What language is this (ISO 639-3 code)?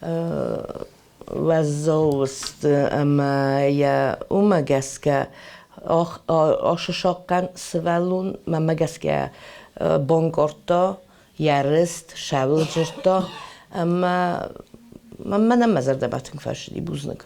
oss